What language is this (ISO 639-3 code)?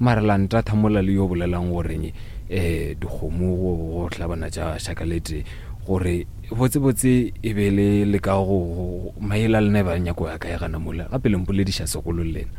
nso